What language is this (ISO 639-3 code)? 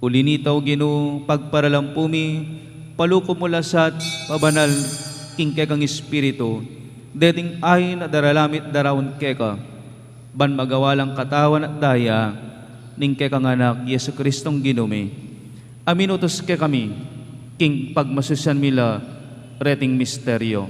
pam